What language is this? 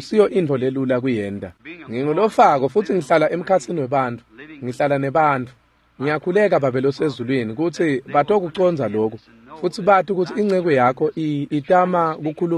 Swati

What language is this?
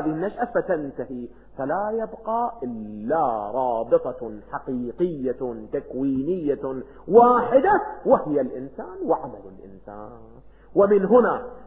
Arabic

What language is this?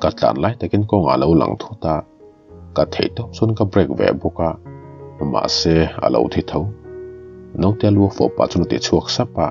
Mizo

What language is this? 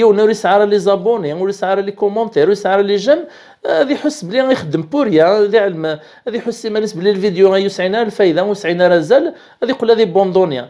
Kabyle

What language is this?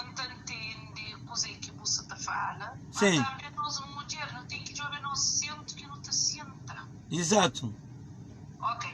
Kabuverdianu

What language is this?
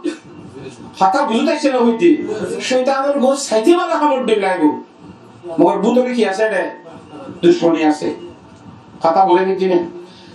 Rohingya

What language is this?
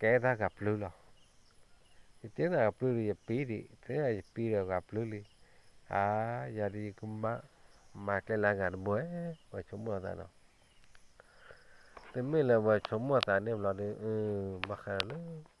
S'gaw Karen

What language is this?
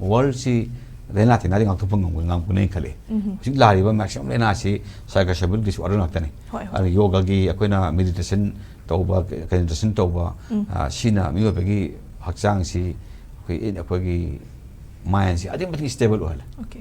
Manipuri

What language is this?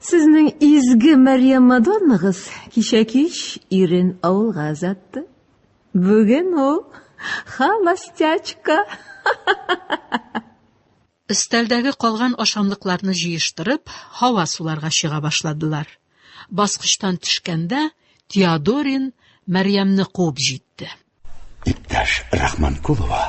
Tatar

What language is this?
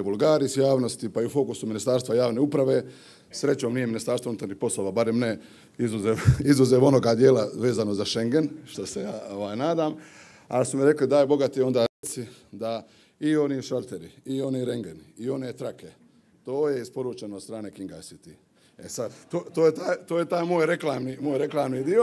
Croatian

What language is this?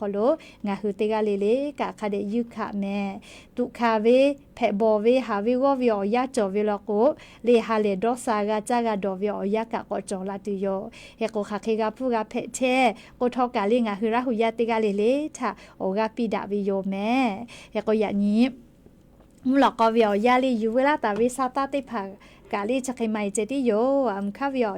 Lahu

